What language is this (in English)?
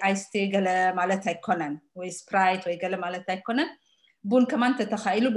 Tigrinya